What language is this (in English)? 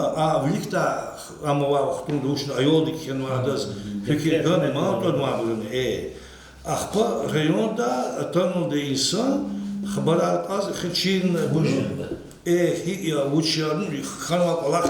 Lezghian